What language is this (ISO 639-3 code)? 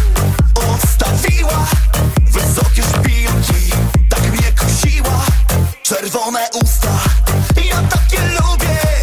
pol